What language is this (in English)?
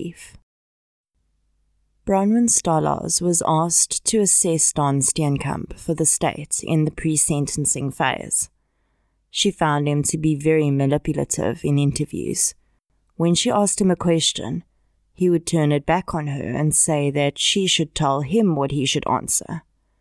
English